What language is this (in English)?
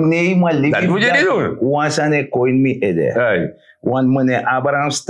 Sranan Tongo